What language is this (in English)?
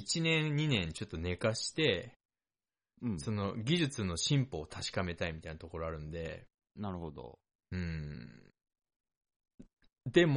Japanese